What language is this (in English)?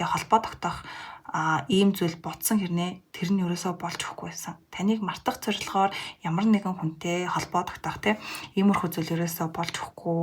Mongolian